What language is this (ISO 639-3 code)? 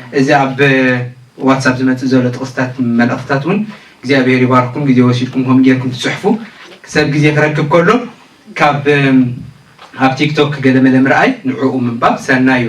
tir